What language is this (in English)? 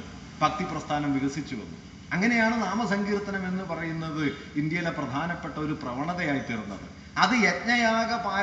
Malayalam